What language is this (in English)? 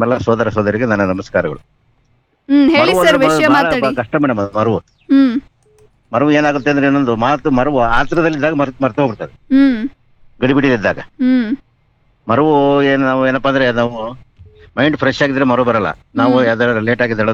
Kannada